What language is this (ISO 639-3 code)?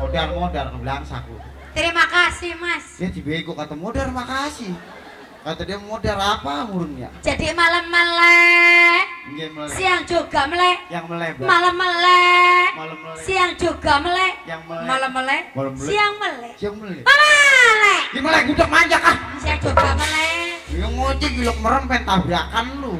bew